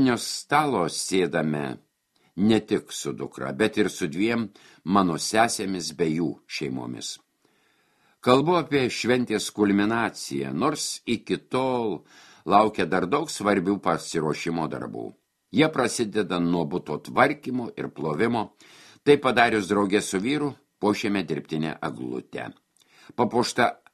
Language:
Lithuanian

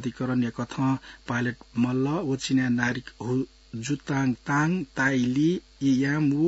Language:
Newari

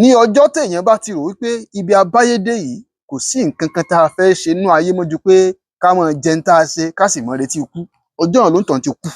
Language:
Yoruba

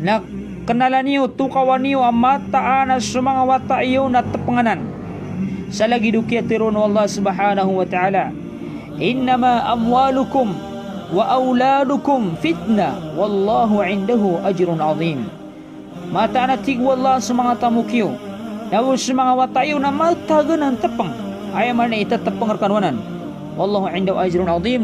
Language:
Maranao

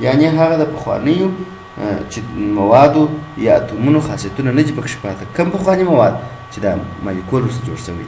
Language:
Pashto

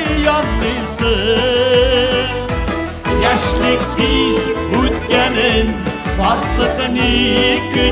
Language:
Bashkir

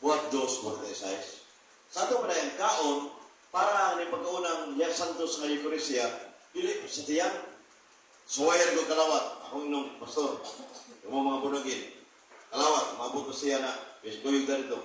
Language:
Cebuano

